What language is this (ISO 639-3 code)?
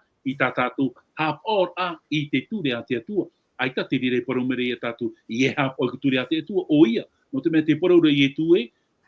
tah